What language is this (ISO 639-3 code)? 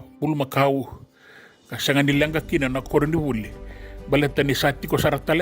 fij